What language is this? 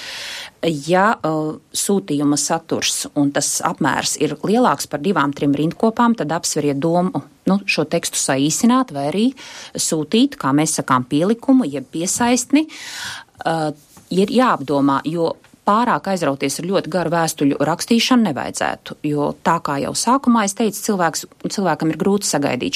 Latvian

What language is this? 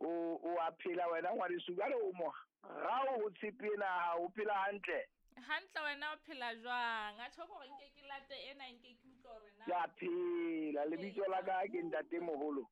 Southern Sotho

